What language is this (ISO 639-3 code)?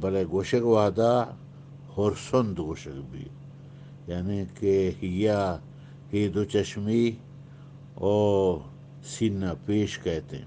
bgp